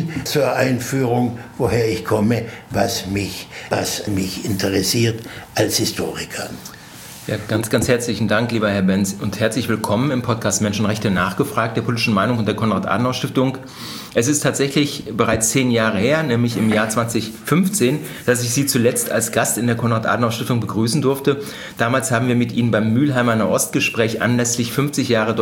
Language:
German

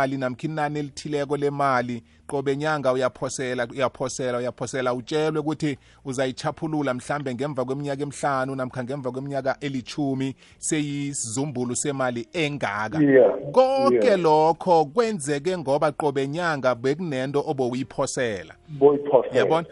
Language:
South Ndebele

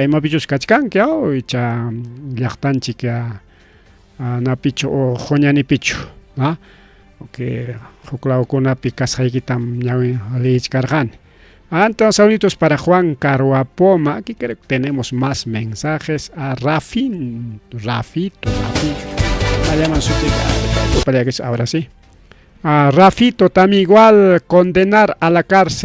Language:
Ayacucho Quechua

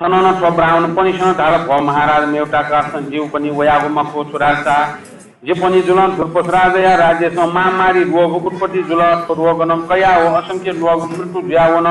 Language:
Newari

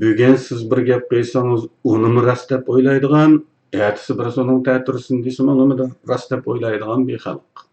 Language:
Uyghur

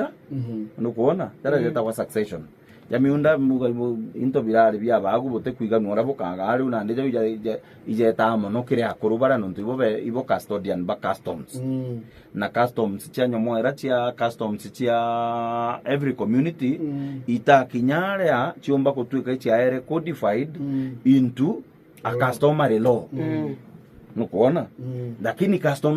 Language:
Meru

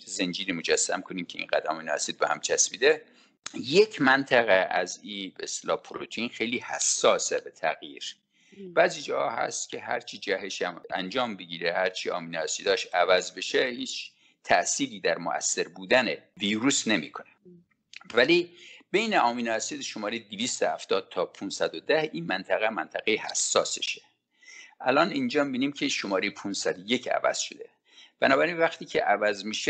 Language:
Persian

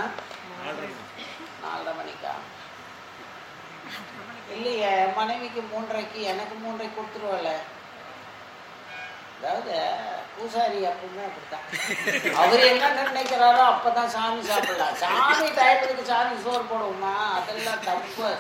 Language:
Tamil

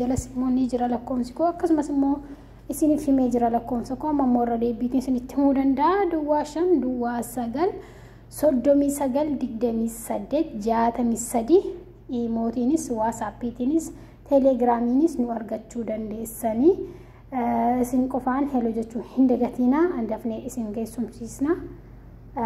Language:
Oromo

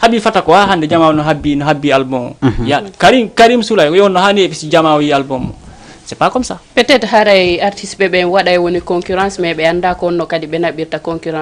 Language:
Fula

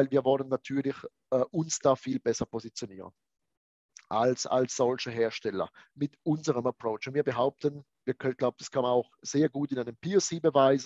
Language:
German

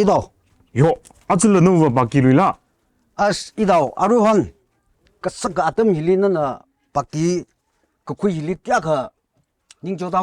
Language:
Tangkhul Naga (India)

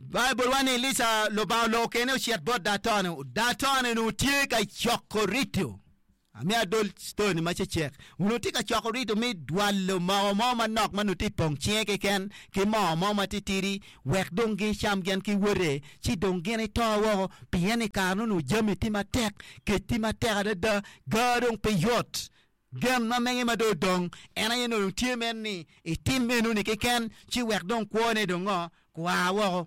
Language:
Acoli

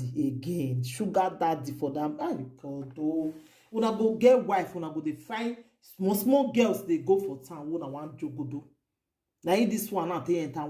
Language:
Nigerian Pidgin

